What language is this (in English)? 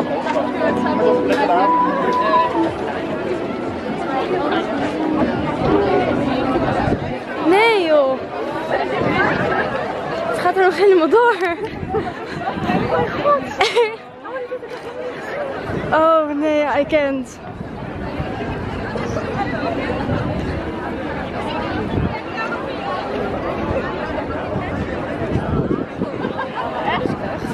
Dutch